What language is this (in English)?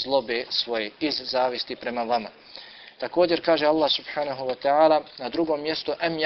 Bosnian